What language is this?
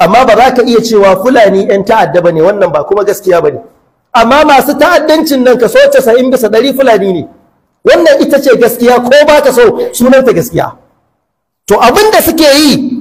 Hausa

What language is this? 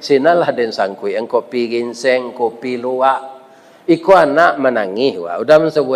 Minangkabau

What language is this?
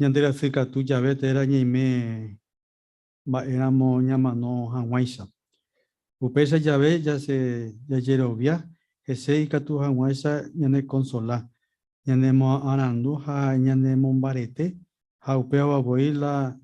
Guarani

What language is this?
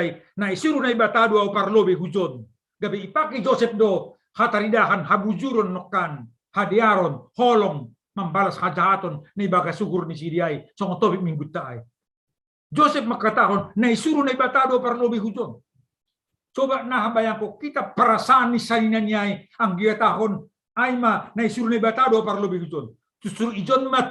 Batak Simalungun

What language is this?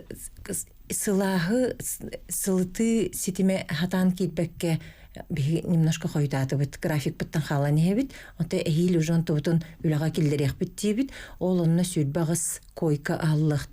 Yakut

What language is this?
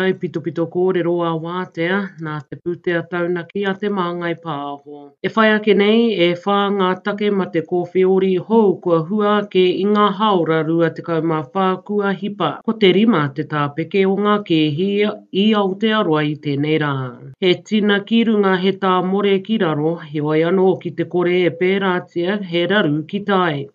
Māori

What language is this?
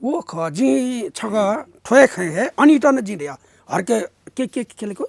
Newari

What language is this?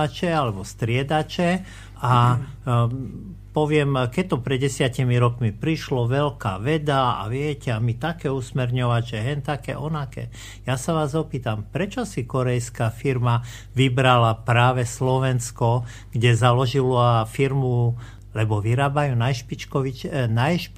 Slovak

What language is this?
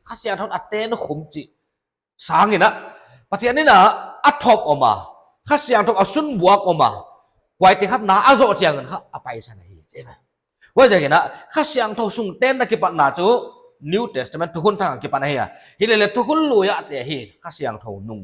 Paite Chin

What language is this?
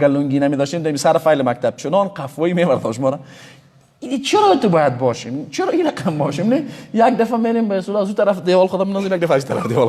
Persian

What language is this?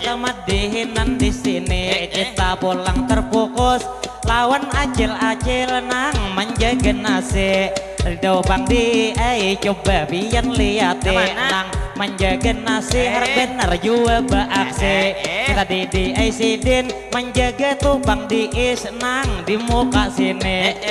Banjar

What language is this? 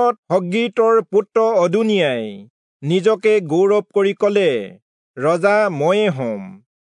Assamese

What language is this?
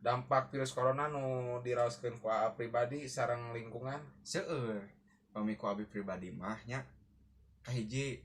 Sundanese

